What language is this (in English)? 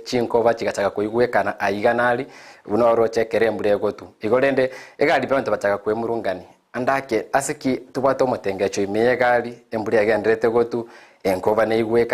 Gusii